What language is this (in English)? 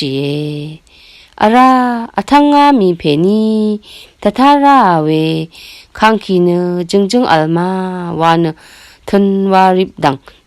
Rawang